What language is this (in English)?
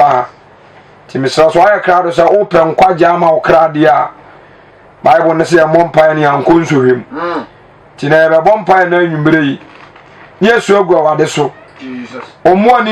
Akan